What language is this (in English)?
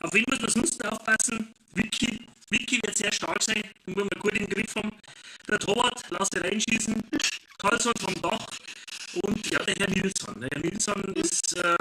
Bavarian